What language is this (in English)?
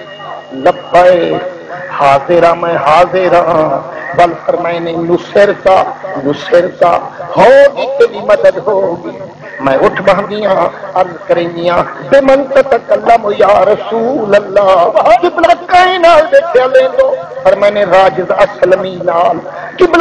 Saraiki